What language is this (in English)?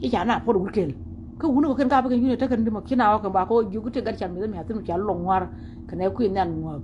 Nuer